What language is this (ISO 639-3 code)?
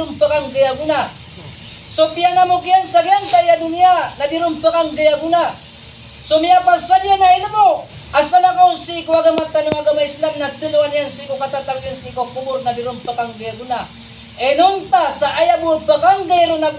mrw